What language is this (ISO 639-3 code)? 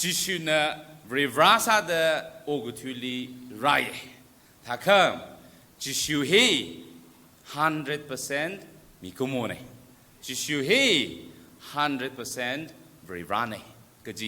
nmf